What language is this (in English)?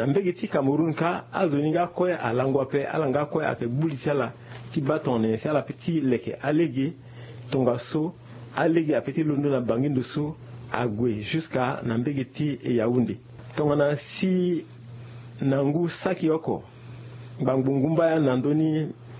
Sango